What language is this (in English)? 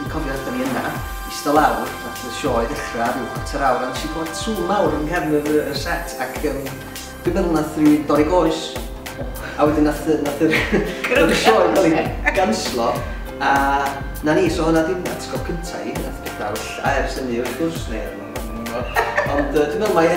Welsh